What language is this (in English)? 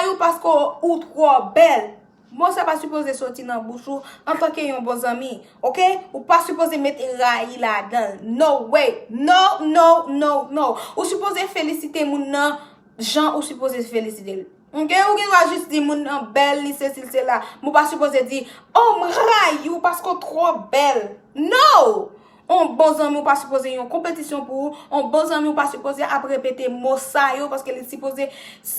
Haitian Creole